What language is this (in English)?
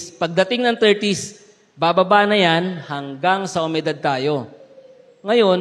Filipino